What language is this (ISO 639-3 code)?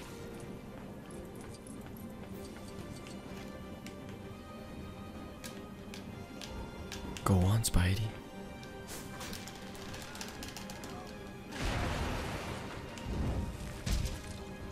dan